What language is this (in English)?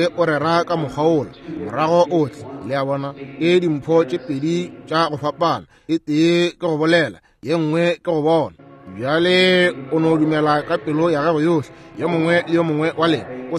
Northern Sotho